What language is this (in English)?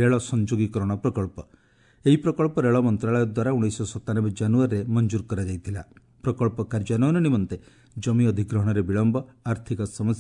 Odia